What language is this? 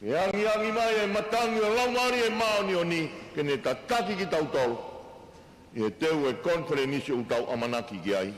Tongan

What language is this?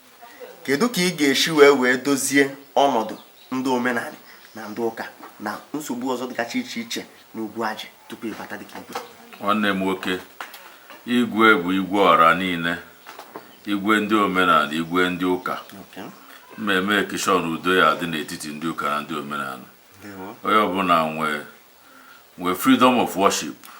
Igbo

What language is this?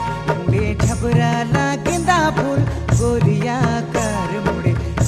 Sadri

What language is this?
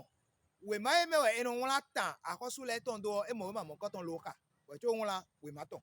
Fon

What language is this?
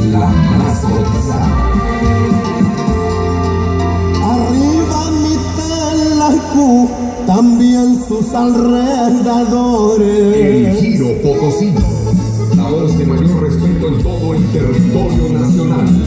Spanish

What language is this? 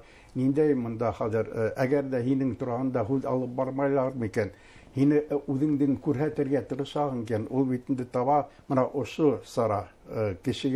Bashkir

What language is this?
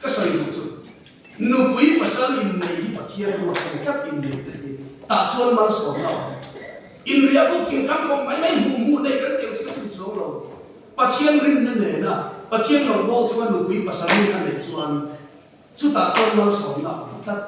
Mizo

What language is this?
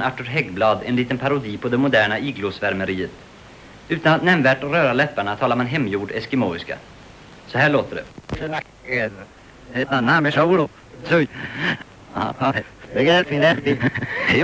Swedish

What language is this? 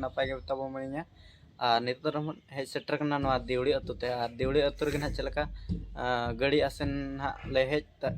Santali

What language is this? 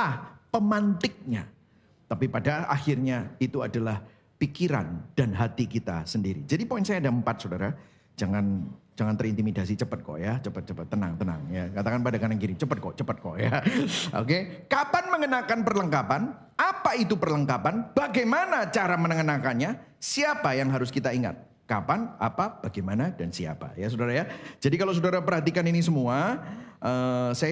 Indonesian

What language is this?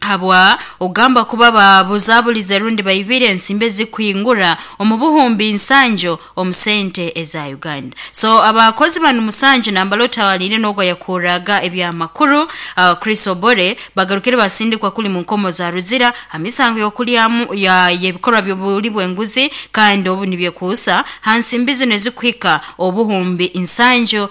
Nyankole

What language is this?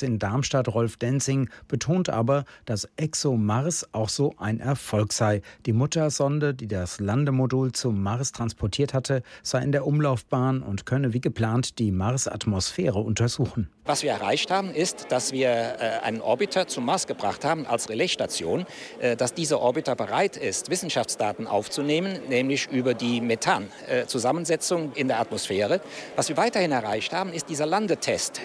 German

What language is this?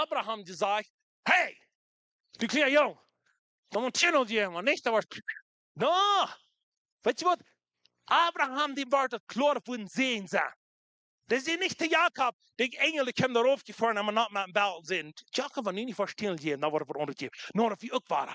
Plautdietsch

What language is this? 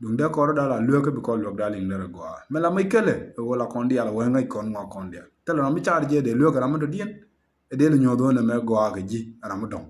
Nuer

